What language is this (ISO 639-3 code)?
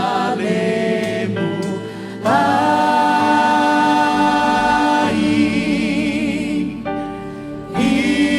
smo